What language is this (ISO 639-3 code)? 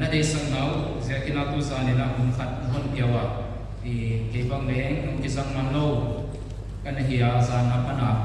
pck